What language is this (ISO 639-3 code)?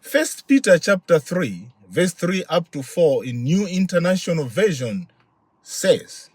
eng